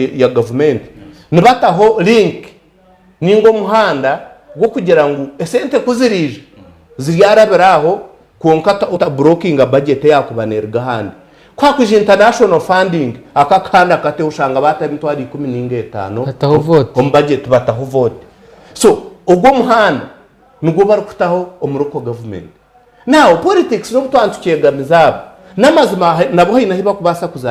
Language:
Nyankole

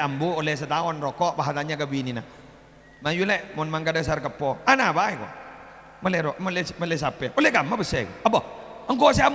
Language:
Madurese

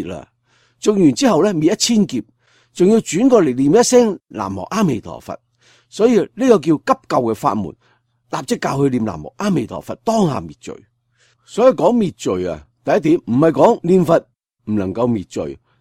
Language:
Cantonese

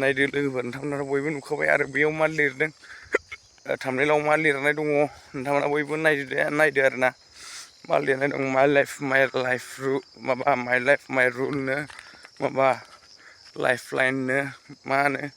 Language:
Bodo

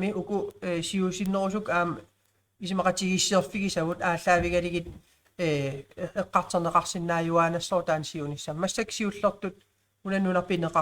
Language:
Kalaallisut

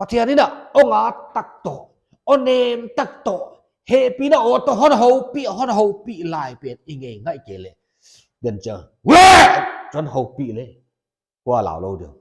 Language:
Paite Chin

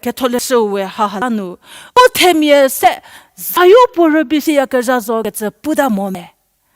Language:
Angami Naga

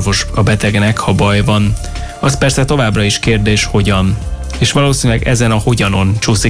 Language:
Hungarian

